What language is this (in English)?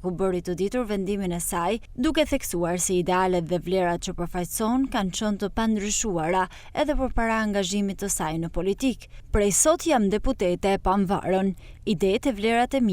Albanian